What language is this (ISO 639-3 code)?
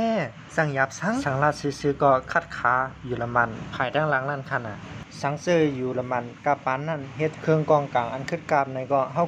shn